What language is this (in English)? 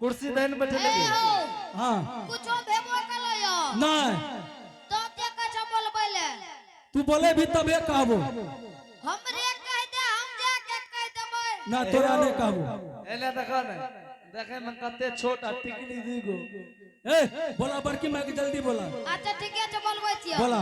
Angika